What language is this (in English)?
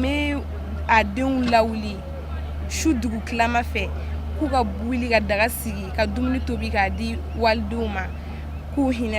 Bambara